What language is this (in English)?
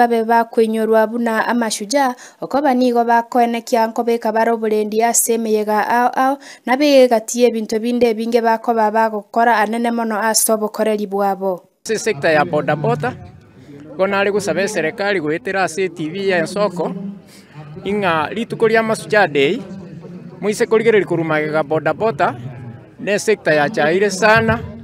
Gusii